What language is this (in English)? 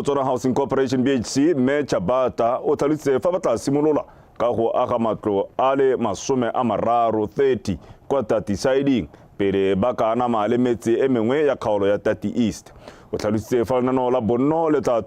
Tswana